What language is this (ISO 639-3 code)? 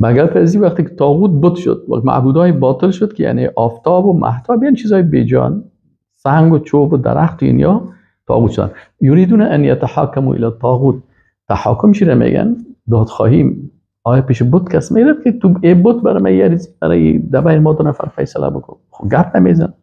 fas